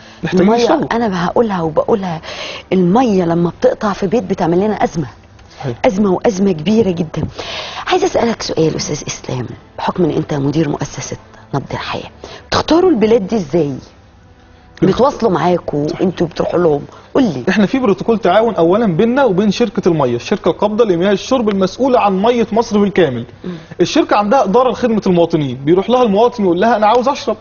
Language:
Egyptian Arabic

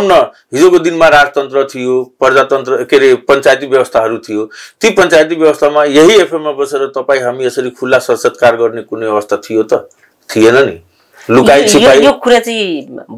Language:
Nepali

